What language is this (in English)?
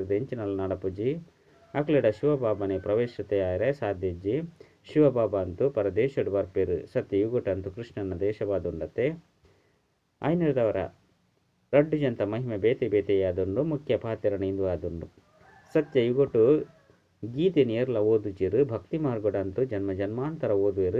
Tulu